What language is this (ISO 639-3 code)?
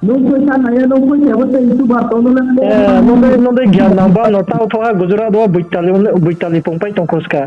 ria